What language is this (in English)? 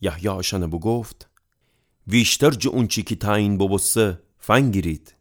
Gilaki